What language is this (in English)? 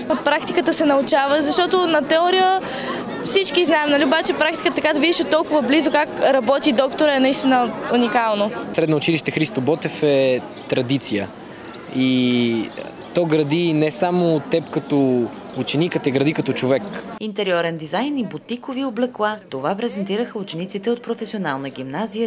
Bulgarian